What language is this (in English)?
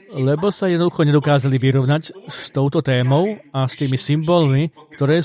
Slovak